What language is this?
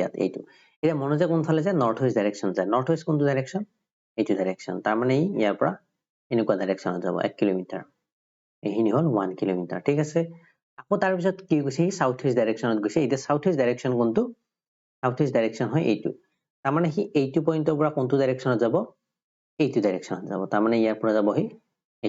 Assamese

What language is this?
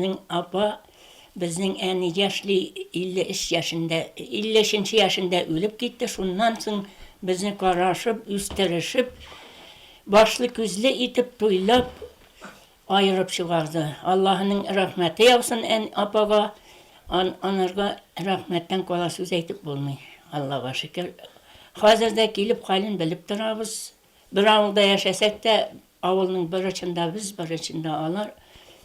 Tatar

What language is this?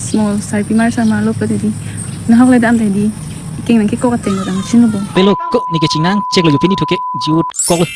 Karbi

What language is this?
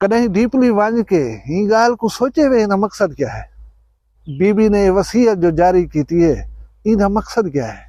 Saraiki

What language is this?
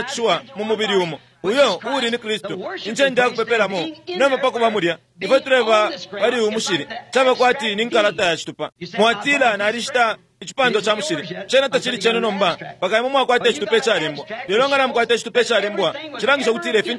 Bemba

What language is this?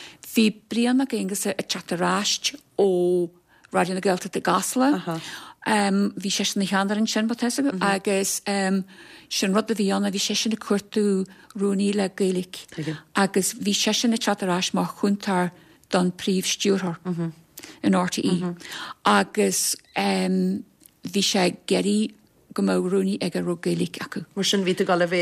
Irish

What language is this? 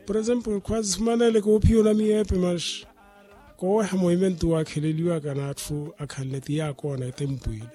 Makhuwa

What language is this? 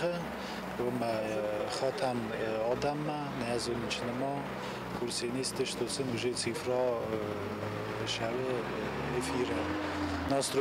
Ossetic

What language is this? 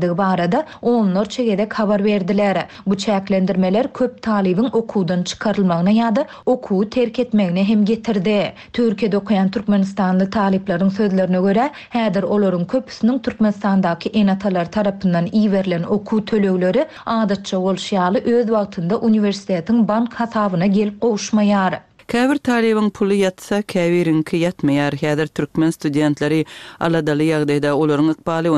Turkmen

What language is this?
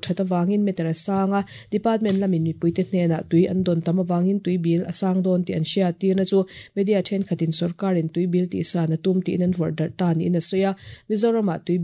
Mizo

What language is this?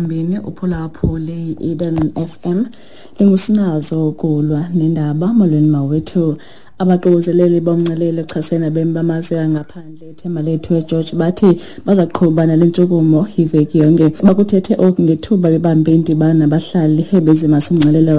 Xhosa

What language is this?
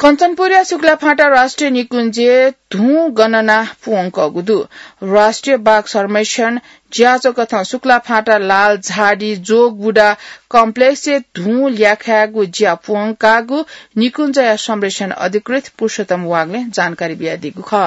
Newari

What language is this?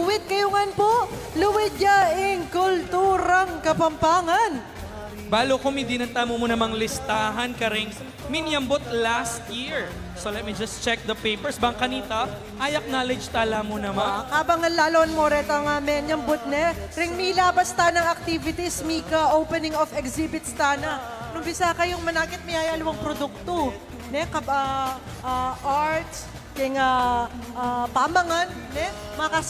Pampanga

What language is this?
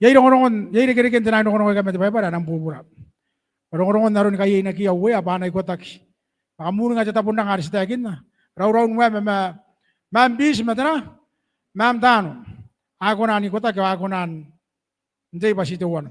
Gilbertese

